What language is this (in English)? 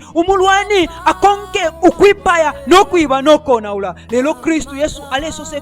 Bemba